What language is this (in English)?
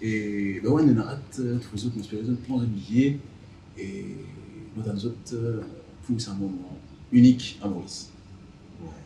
Morisyen